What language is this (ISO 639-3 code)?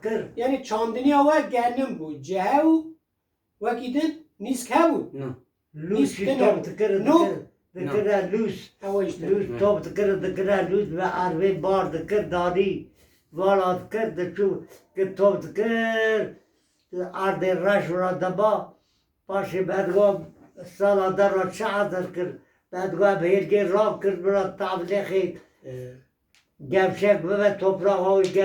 kur